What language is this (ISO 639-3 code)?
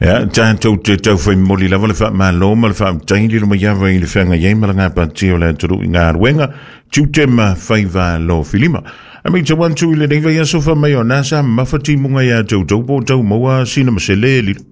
smo